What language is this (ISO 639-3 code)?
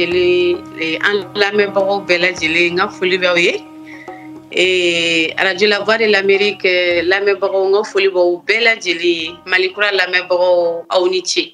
bam